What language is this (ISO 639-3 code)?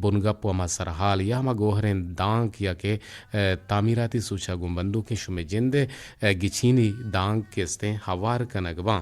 bgp